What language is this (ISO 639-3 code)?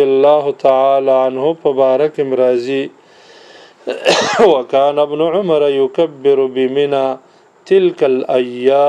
pus